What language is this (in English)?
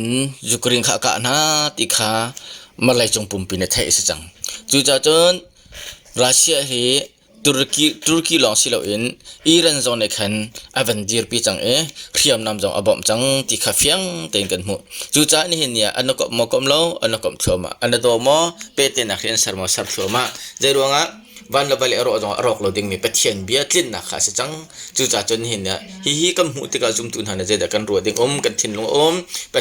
Hakha Chin